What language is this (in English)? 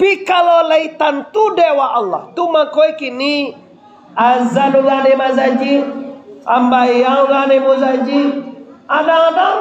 Minangkabau